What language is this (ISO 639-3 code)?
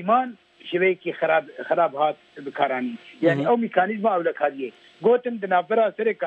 kur